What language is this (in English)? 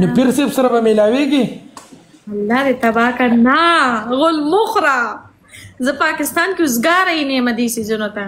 Pashto